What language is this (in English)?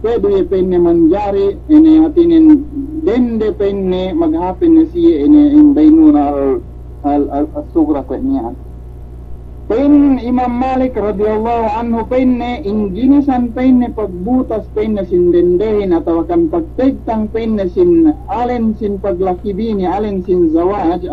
Yakan